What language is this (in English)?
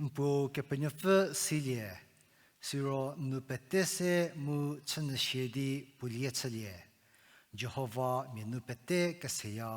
Angami Naga